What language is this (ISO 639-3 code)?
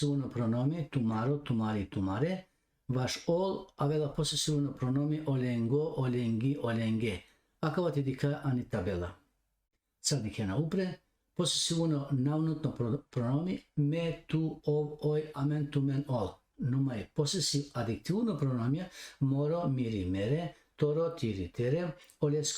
rmn